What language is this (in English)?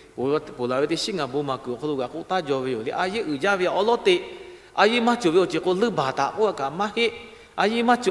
Lahu